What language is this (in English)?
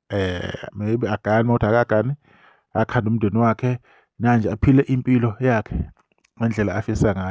Zulu